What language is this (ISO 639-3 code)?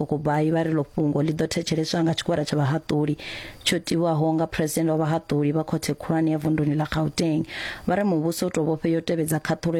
ven